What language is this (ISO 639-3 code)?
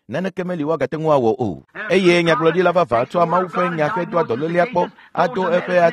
ewe